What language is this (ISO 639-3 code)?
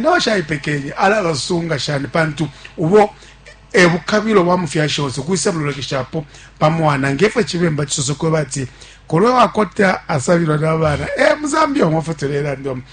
bem